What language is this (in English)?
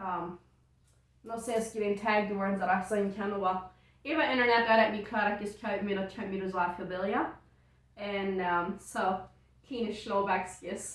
Plautdietsch